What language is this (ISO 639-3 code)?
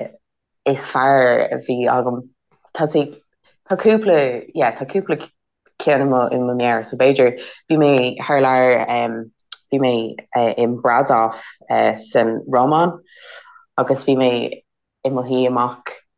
gle